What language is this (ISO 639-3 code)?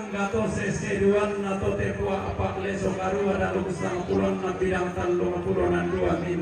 sda